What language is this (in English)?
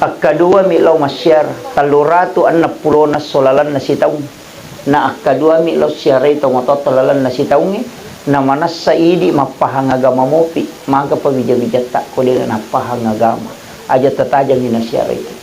Buginese